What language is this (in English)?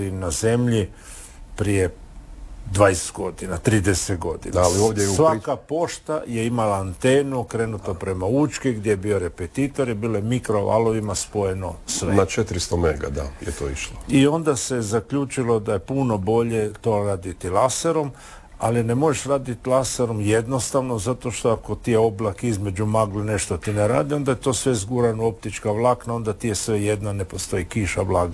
Croatian